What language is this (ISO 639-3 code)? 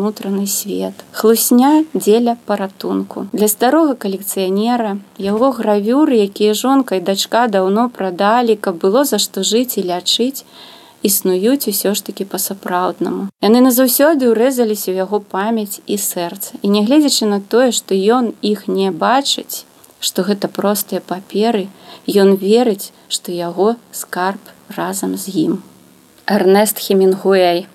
bel